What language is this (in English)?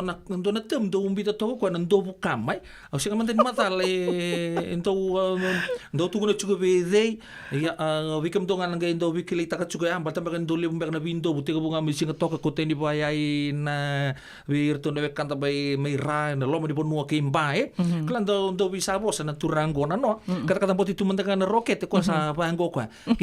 Fijian